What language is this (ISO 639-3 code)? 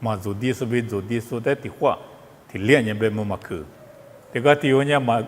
lis